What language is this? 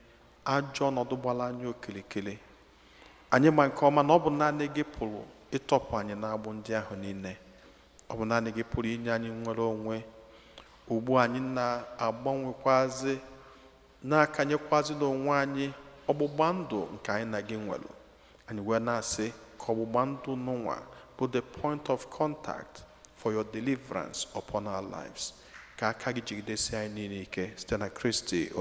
Igbo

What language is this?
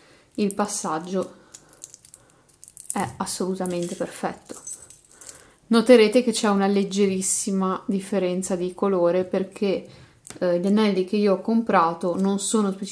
Italian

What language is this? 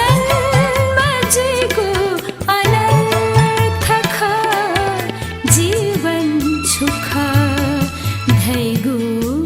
Newari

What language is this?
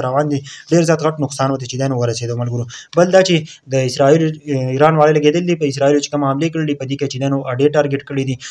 Pashto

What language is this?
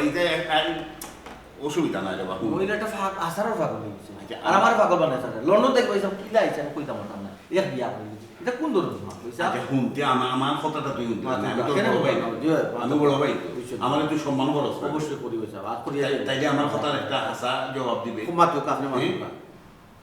Sylheti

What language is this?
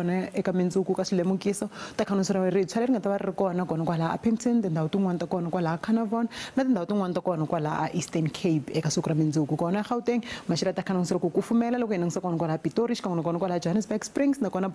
Tsonga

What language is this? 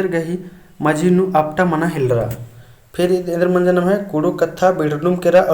Kurukh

